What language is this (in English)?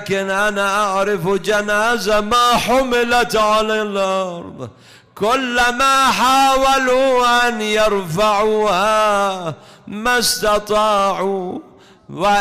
Mesopotamian Arabic